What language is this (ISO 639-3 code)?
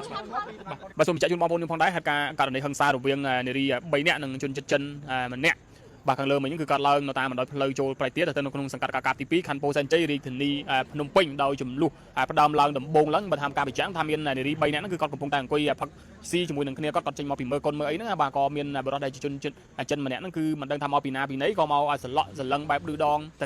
khm